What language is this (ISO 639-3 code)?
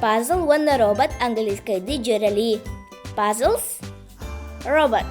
sah